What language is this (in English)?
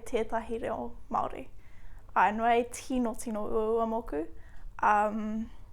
Māori